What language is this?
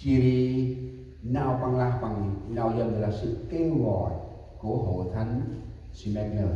Central Mnong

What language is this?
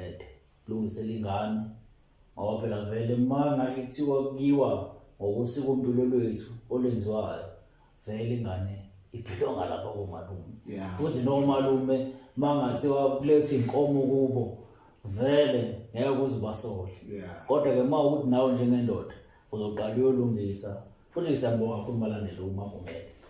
Zulu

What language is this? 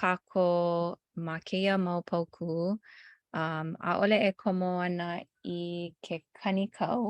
Hawaiian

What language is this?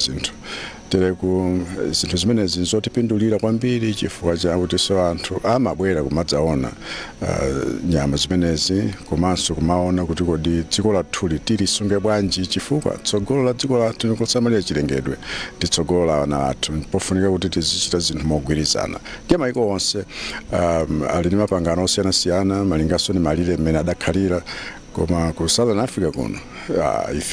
Nyanja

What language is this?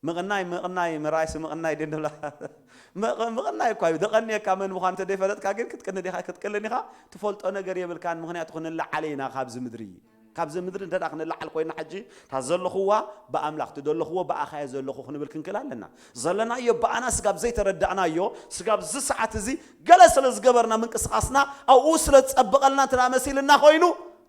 Tigrinya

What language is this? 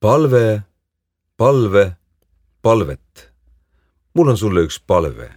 Estonian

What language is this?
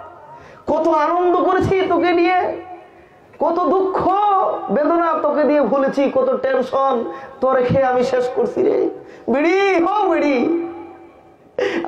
Bangla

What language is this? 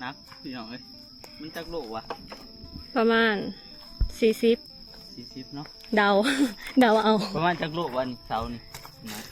Northeastern Thai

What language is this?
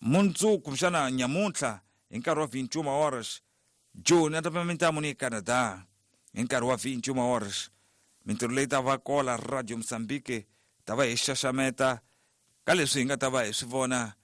Tsonga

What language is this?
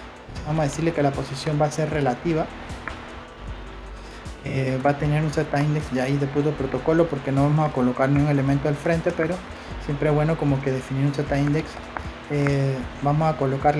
Spanish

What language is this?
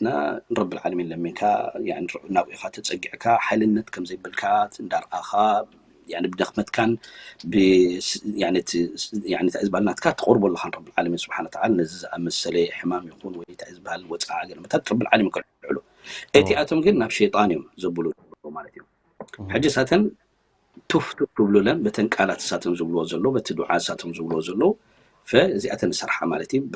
Tigrinya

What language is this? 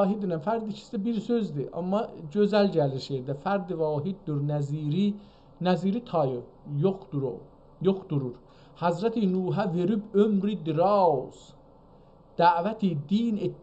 South Azerbaijani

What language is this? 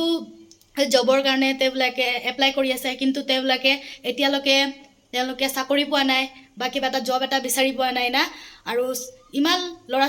Assamese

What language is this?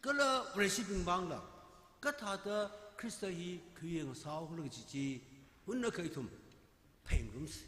Tangkhul Naga (India)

